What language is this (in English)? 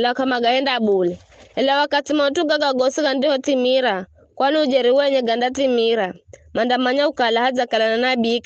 Giryama